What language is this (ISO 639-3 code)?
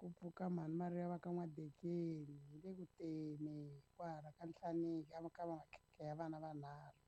tso